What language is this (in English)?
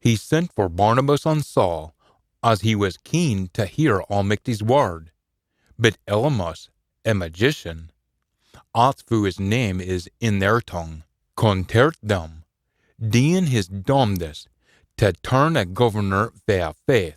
Scots